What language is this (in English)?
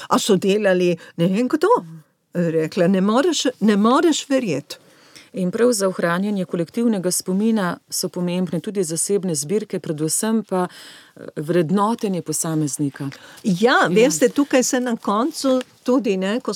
Slovenian